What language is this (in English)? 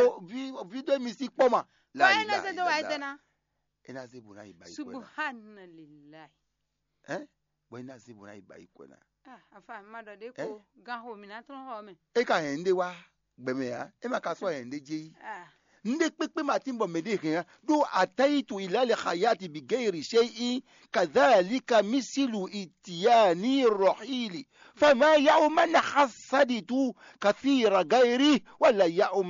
Fon